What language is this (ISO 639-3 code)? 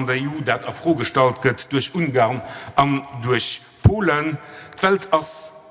ltz